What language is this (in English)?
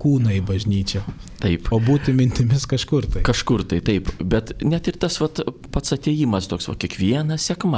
Lithuanian